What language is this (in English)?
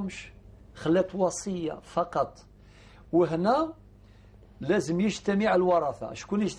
Algerian Arabic